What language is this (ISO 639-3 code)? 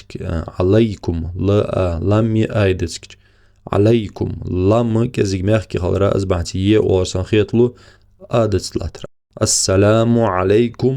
inh